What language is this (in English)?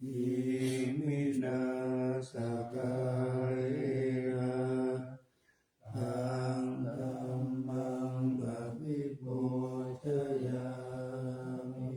Pali